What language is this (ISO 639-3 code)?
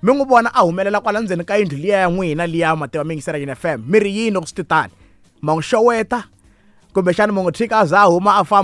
tso